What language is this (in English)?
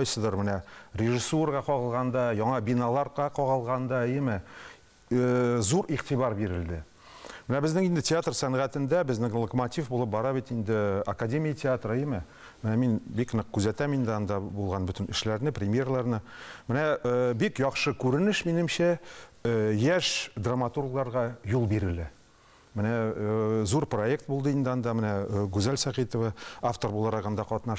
Tatar